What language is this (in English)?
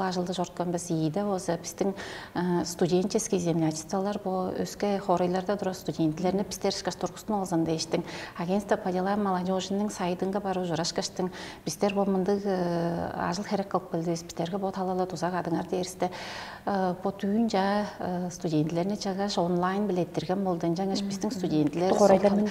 Tuvinian